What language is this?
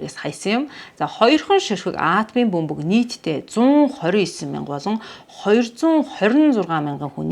Mongolian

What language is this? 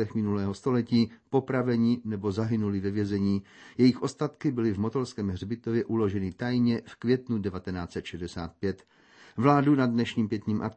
Czech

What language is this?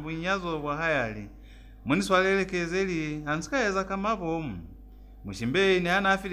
Lozi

